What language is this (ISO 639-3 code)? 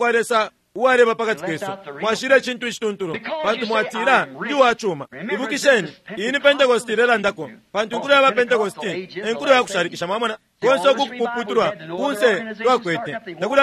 bem